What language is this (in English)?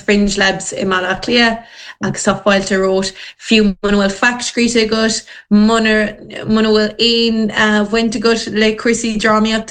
Irish